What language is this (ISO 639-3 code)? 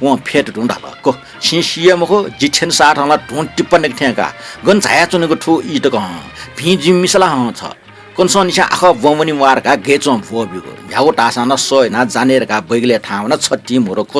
new